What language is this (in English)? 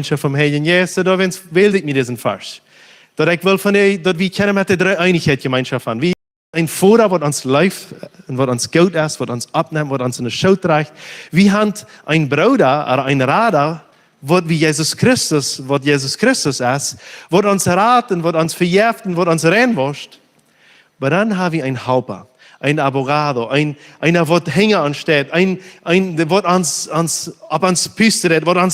Plautdietsch